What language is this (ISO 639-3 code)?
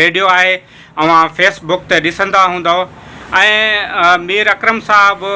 snd